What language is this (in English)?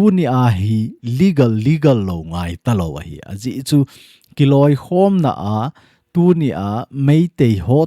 Thado Chin